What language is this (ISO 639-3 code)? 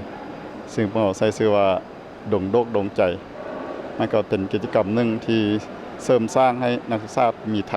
lao